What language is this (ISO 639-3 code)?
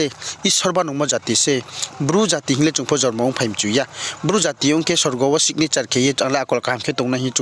ria